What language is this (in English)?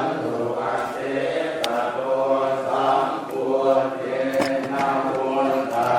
Pali